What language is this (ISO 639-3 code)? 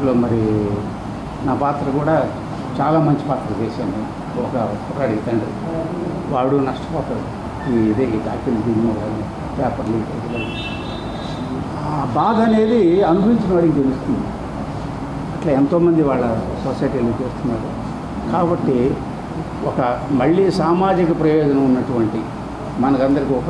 tel